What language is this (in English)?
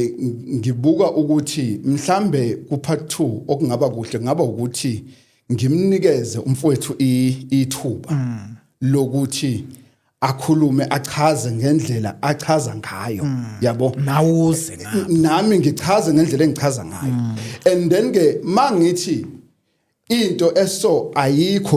Zulu